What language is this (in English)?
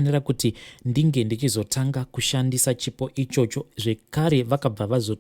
Shona